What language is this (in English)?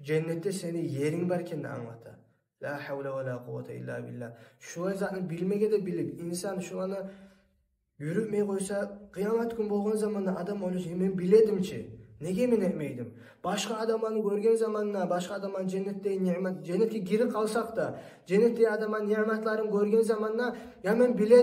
Kumyk